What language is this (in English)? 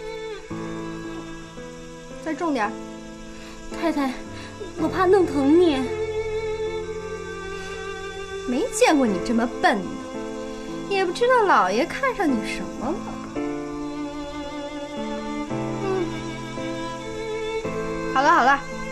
Chinese